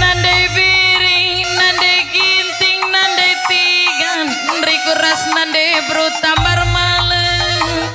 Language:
Batak Karo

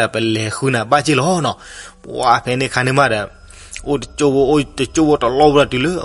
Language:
S'gaw Karen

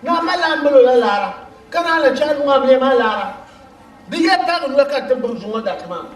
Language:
Dagbani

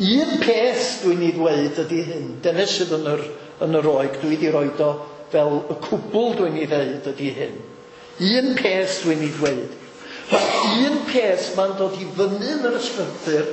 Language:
Welsh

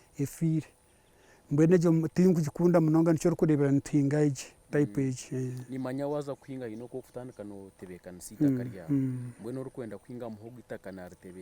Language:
Nyankole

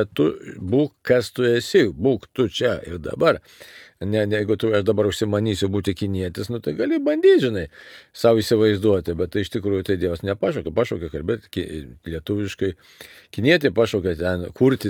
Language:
Lithuanian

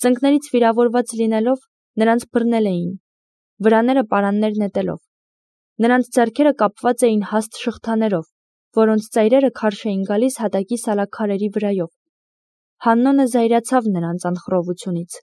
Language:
Armenian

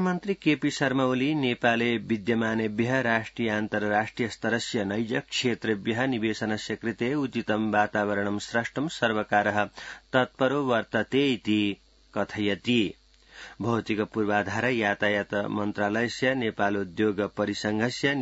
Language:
Sanskrit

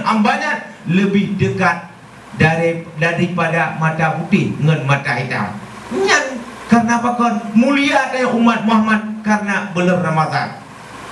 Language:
Achinese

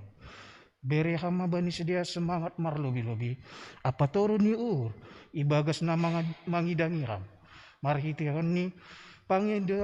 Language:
Batak Simalungun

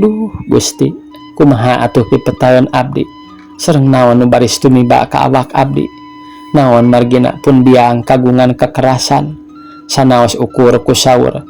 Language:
Sundanese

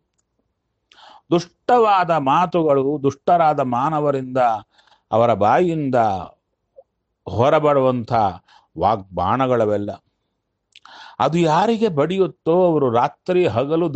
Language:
Kannada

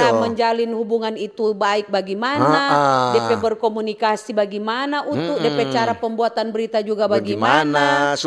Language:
Manado Malay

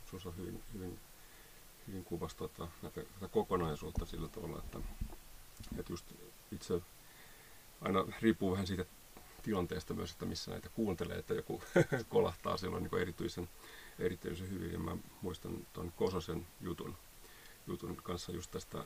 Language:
Finnish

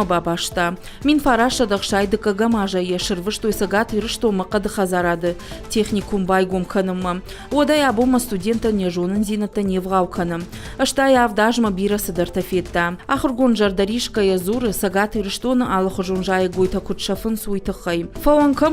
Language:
Ossetic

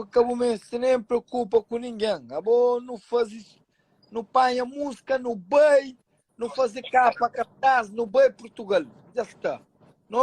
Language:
Kabuverdianu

